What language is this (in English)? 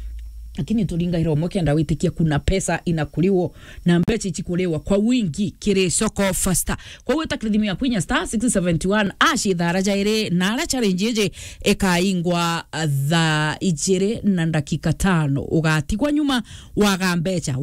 Meru